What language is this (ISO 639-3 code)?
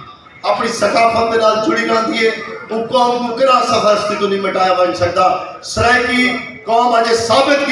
skr